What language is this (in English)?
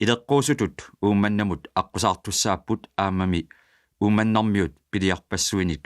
Kalaallisut